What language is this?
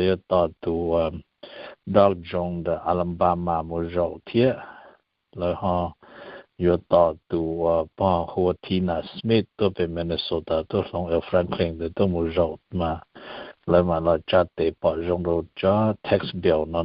Hmong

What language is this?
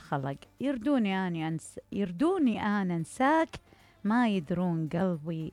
Mesopotamian Arabic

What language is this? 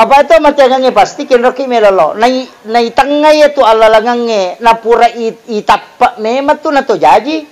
Buginese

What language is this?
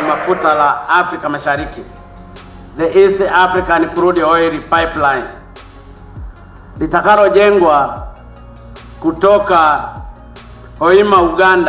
Swahili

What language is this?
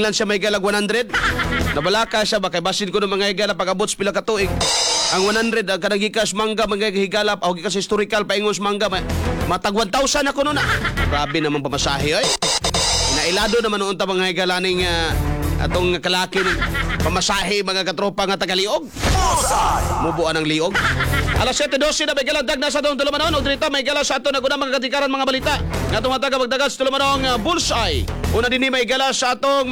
Cebuano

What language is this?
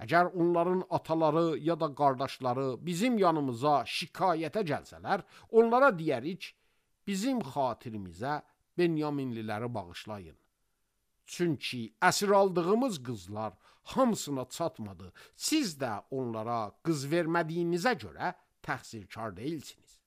Azerbaijani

